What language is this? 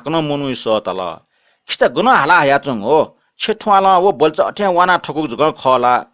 Newari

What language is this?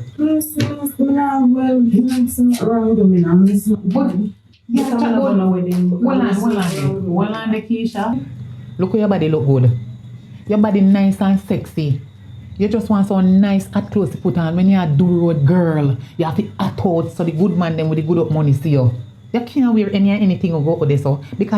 Jamaican Creole English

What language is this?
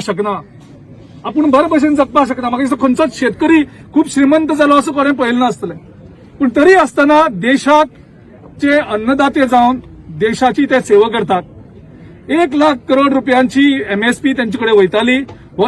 Konkani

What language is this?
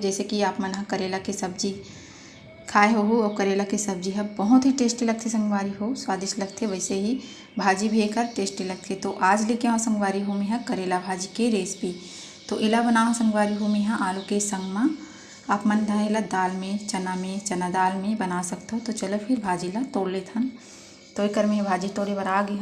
Chhattisgarhi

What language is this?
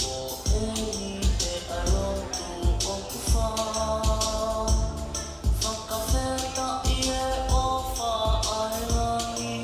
Tongan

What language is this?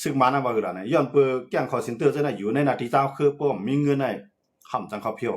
Shan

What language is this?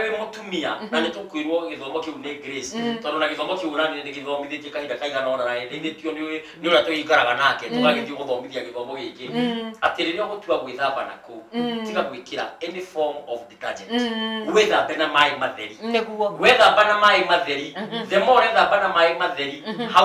Kikuyu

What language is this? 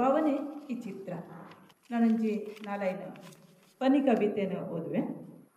Tulu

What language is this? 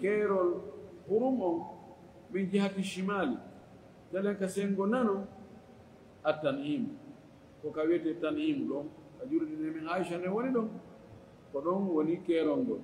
Fula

